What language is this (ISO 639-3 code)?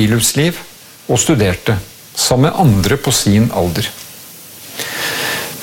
nor